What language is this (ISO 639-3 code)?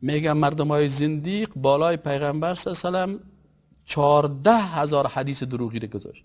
fas